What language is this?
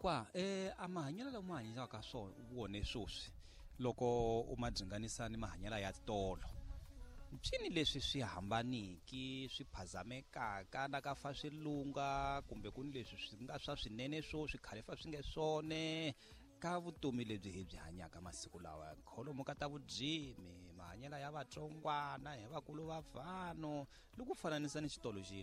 Tsonga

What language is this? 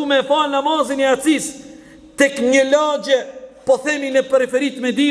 Albanian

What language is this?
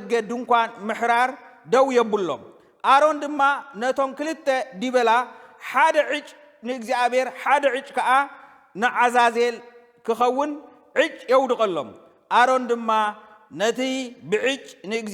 Tigrinya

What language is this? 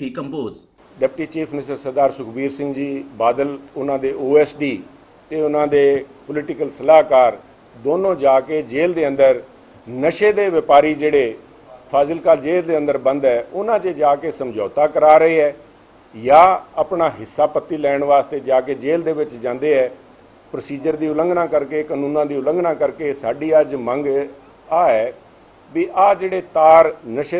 Punjabi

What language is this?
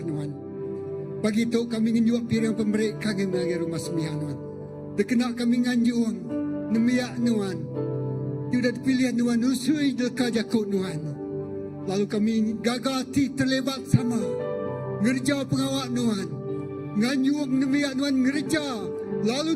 Iban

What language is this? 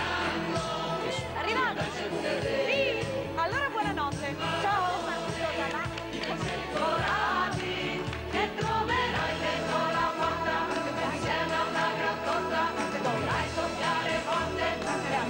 Italian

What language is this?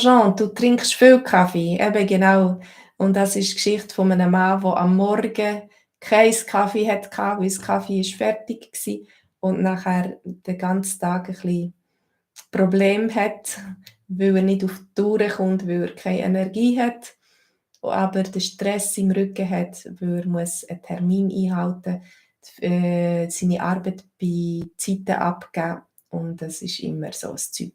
Swiss German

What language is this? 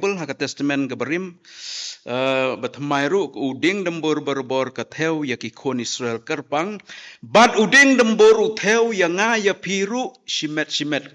Khasi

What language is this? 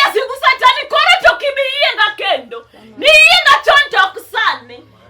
Luo (Kenya and Tanzania)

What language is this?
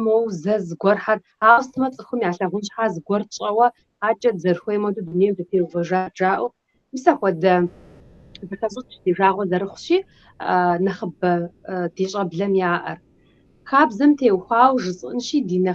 Kabardian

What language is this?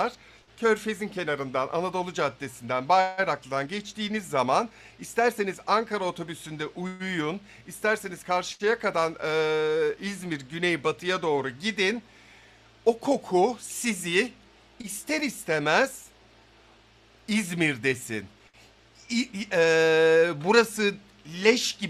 Turkish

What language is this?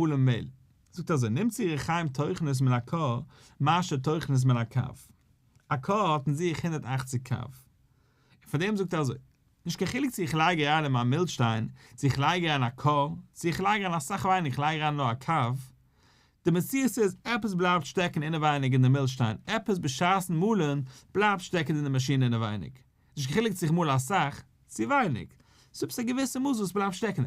Yiddish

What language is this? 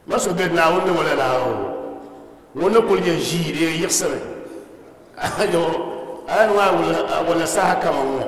Dagbani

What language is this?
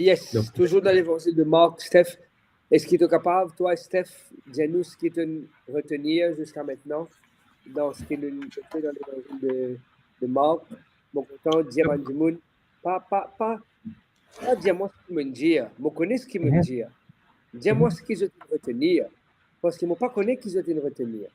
Morisyen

